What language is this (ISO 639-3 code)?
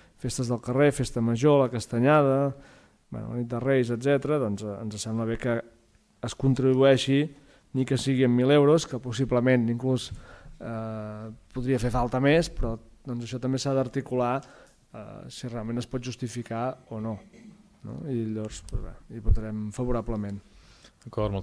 cat